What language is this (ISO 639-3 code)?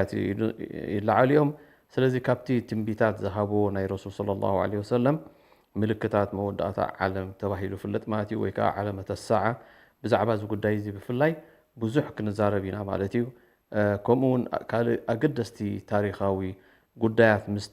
tir